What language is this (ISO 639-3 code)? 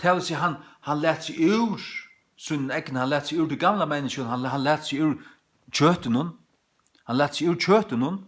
fao